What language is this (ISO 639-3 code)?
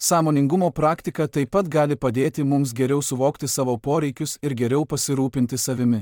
lit